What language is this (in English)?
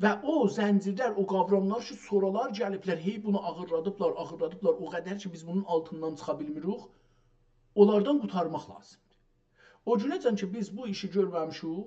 South Azerbaijani